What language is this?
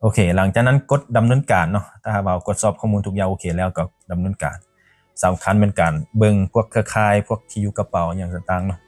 Lao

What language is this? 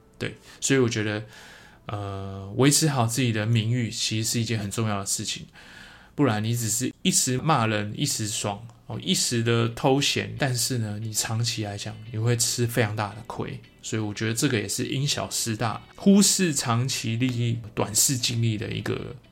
Chinese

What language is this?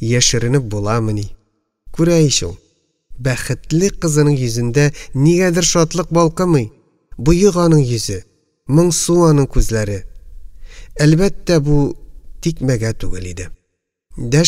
Tatar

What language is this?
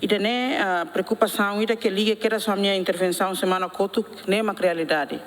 Tetum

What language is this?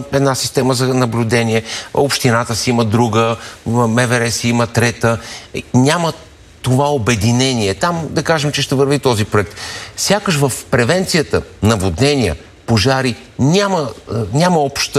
Bulgarian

